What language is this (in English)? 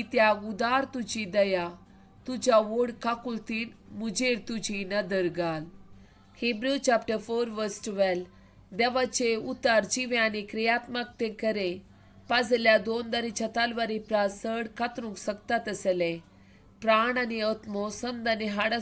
Konkani